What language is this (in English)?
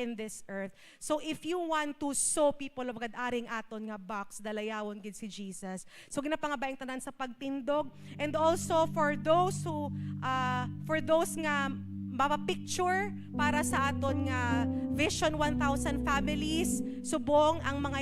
Hiligaynon